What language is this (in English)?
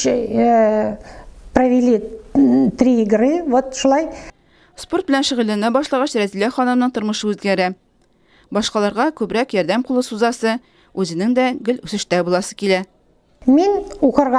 Tatar